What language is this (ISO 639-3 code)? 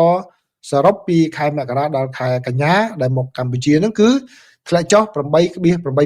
khm